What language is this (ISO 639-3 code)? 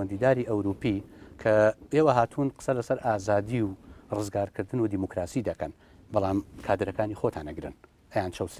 ckb